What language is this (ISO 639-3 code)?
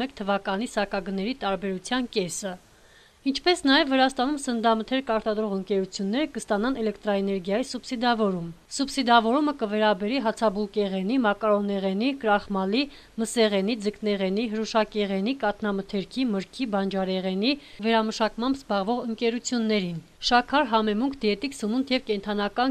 hye